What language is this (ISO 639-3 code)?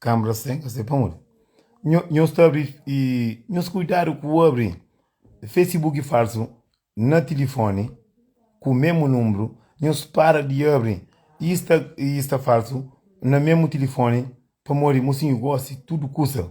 kea